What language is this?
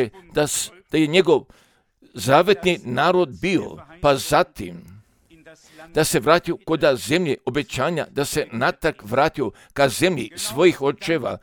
Croatian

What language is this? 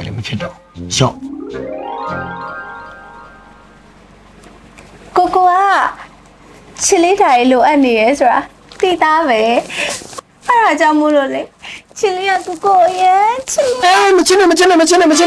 Burmese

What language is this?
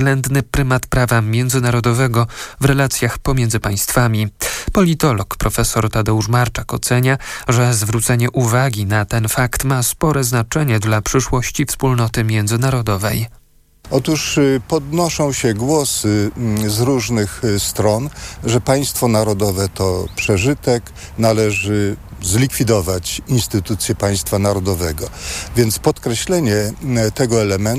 Polish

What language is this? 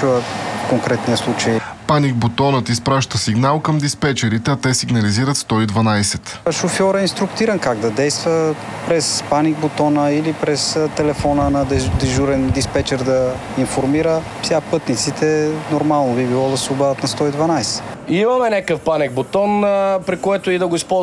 Bulgarian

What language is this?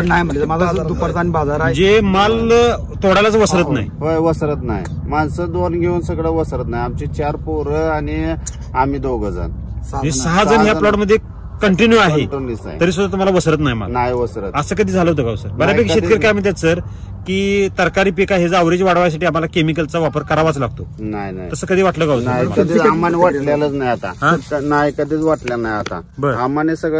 Marathi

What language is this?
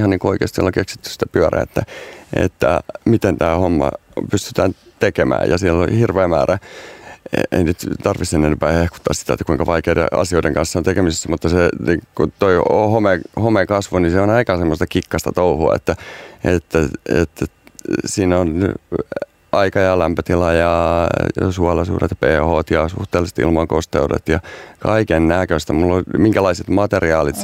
Finnish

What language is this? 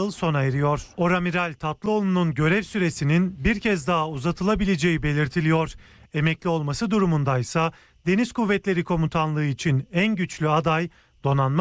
Turkish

